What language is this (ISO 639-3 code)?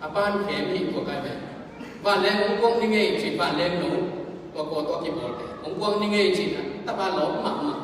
ctd